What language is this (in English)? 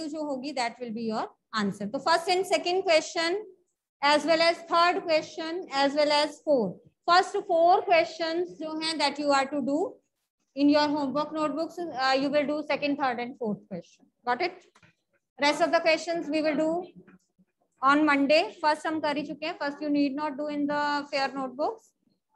Hindi